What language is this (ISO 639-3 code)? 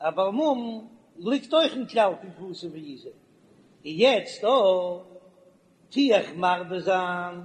yid